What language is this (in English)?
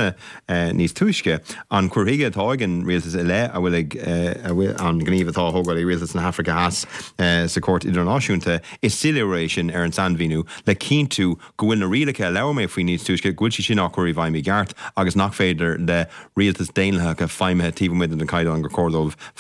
Irish